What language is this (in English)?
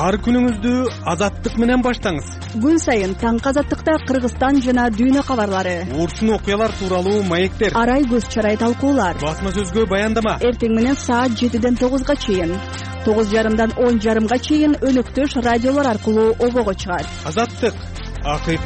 Kyrgyz